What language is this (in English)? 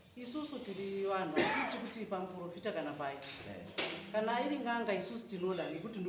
Shona